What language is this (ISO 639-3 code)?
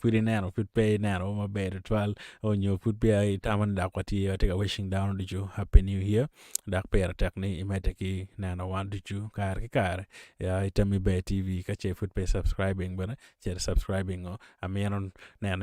ach